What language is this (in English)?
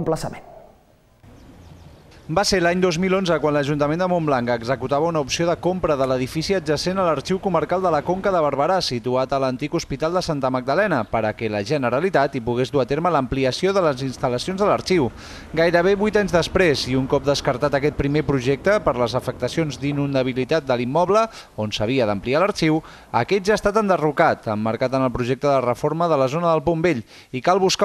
Catalan